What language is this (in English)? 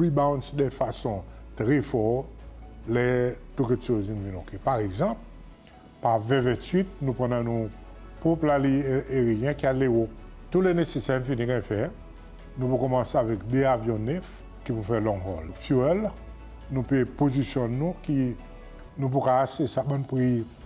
Seselwa Creole French